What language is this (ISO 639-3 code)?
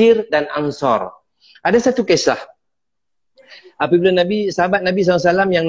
msa